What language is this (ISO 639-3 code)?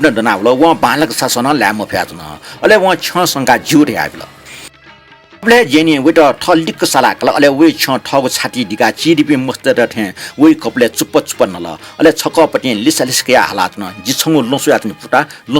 new